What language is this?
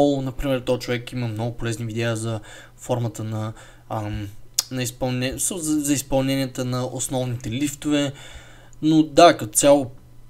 Bulgarian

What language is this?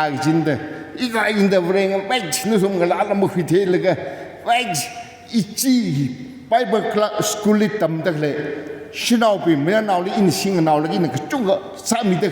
Tangkhul Naga (India)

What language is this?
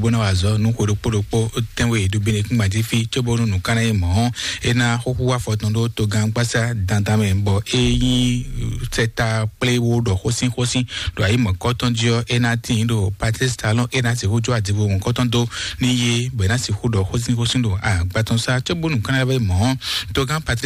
Fon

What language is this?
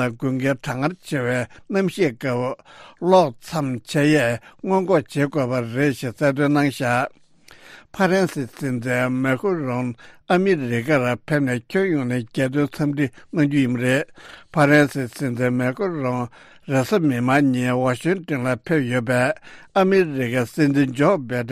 Tibetan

